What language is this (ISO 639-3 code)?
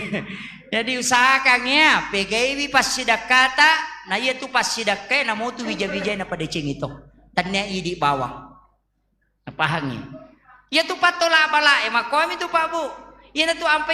bug